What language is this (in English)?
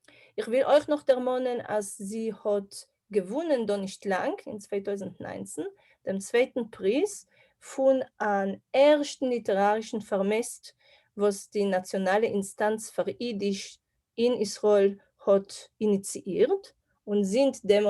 Yiddish